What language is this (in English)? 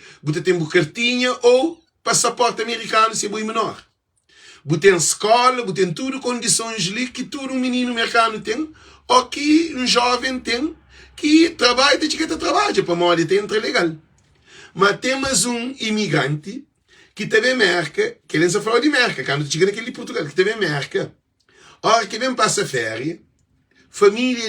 Kabuverdianu